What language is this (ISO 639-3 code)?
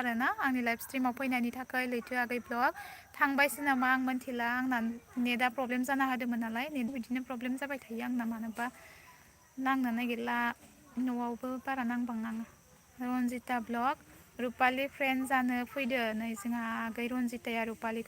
brx